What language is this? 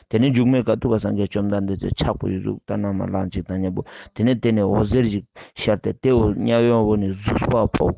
Ladakhi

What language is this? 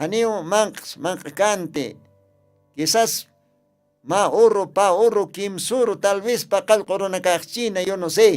Aymara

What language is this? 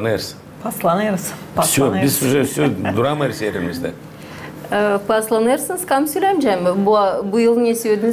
Gagauz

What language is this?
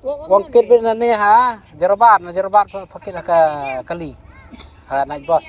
Khasi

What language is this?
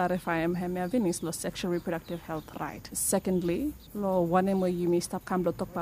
Bislama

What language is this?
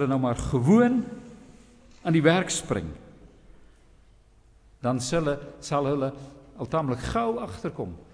Afrikaans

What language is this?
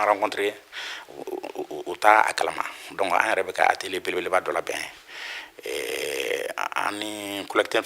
Bambara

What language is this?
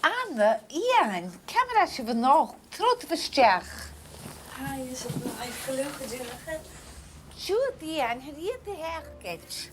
Scottish Gaelic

